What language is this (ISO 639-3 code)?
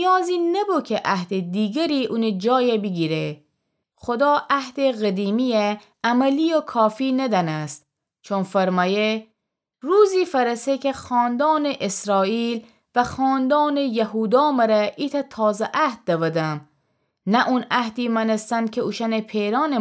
glk